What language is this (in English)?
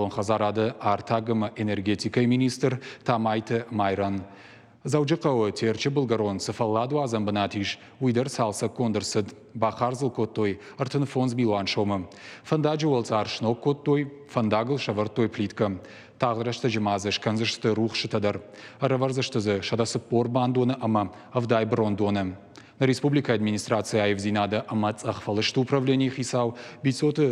Ossetic